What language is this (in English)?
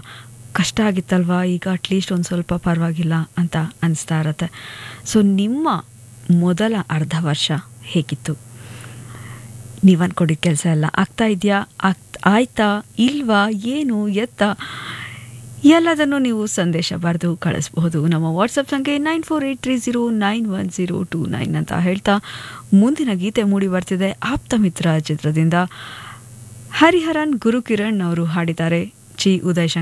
Kannada